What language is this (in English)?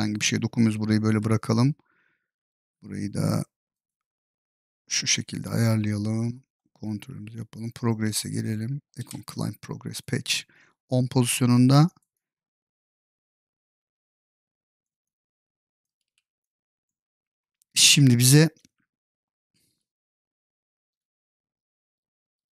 Turkish